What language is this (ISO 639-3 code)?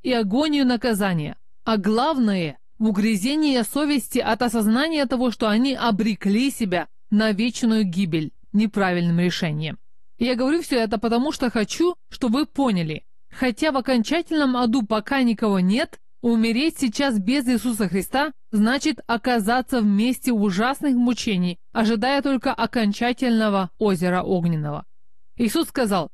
rus